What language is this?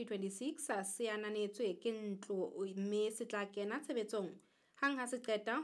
Southern Sotho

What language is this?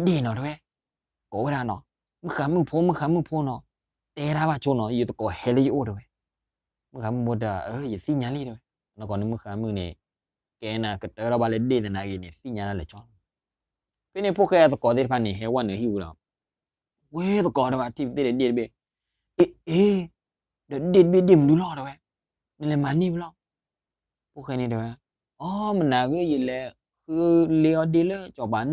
S'gaw Karen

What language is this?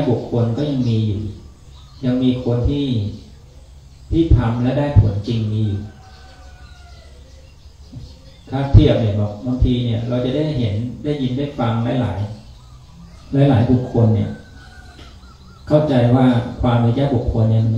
Thai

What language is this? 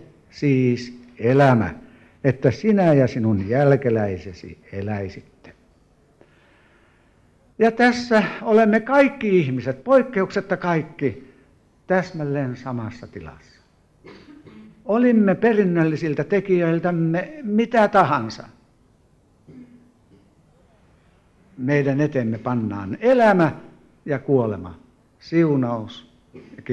Finnish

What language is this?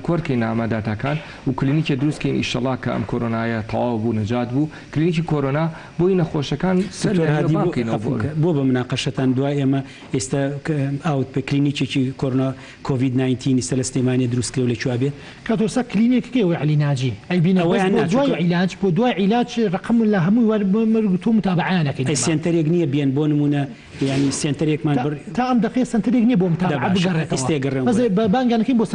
Central Kurdish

